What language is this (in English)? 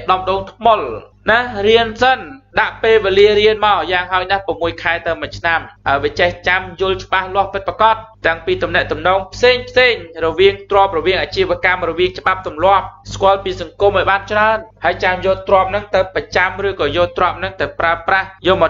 Khmer